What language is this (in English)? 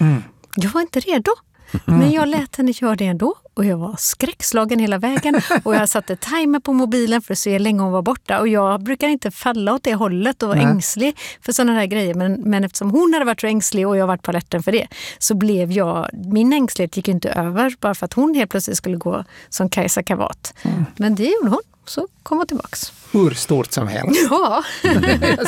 Swedish